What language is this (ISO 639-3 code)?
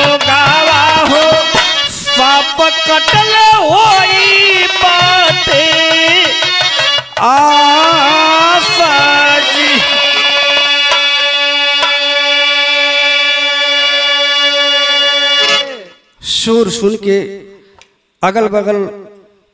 bho